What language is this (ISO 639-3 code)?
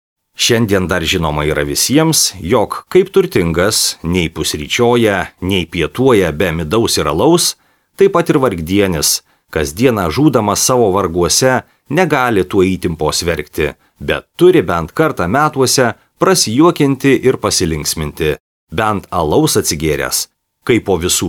lit